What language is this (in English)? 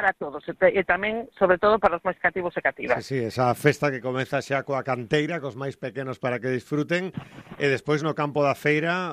Galician